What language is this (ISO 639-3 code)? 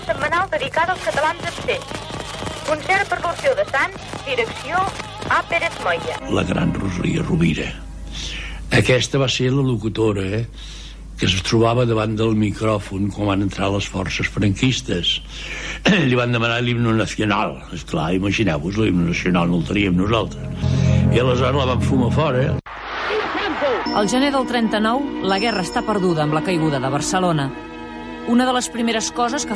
cat